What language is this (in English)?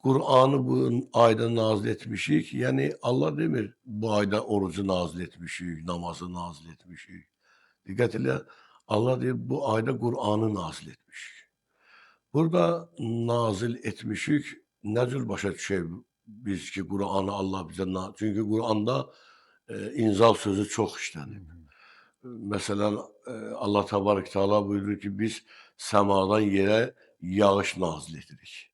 Azerbaijani